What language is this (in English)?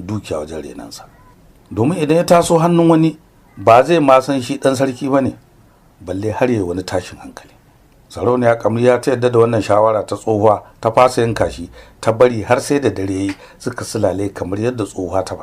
Hausa